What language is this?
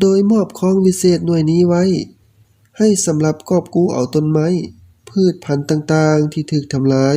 Lao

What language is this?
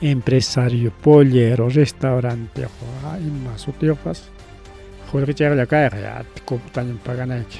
Ayacucho Quechua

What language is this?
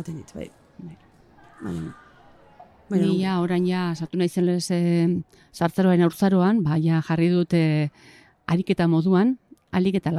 Basque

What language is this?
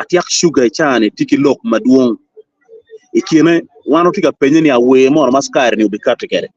Acoli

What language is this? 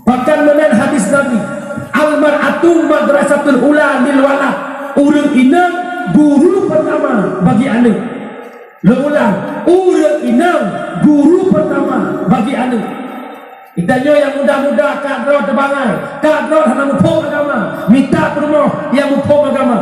Achinese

